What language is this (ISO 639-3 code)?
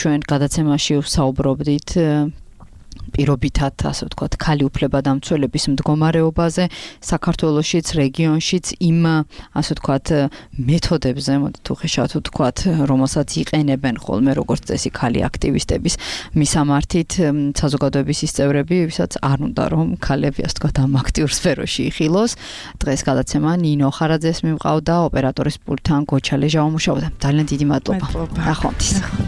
kat